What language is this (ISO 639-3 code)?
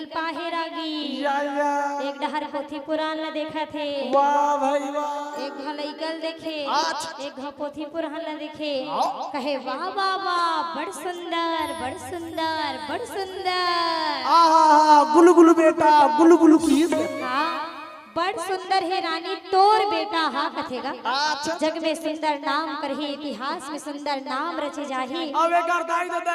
hne